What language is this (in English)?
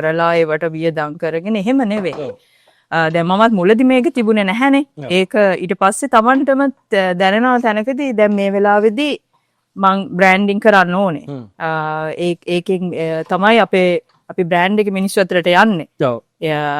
Sinhala